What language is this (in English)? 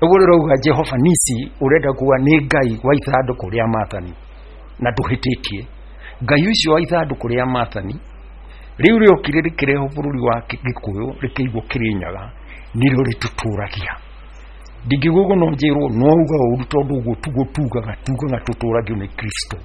Kikuyu